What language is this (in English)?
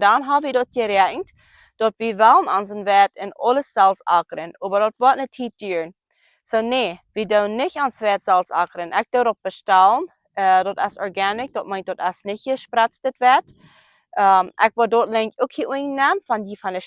Plautdietsch